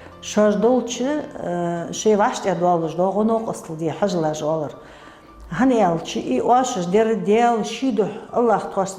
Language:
Ingush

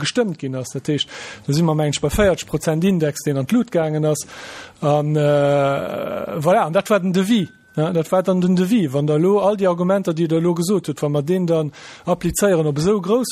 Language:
Luxembourgish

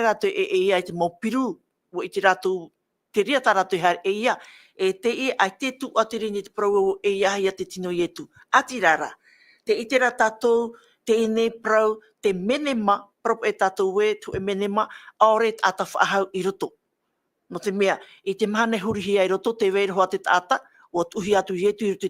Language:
Tahitian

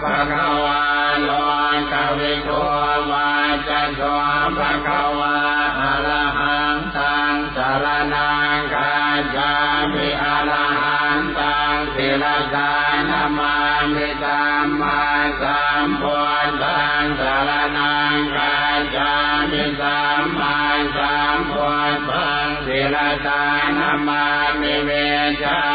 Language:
Pali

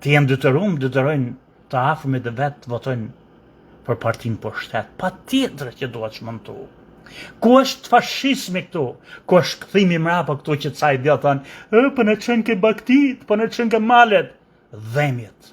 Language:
Albanian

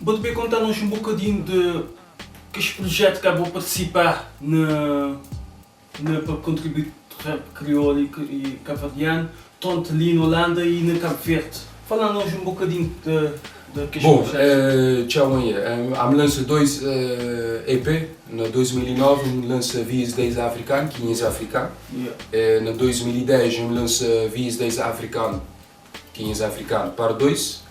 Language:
Kabuverdianu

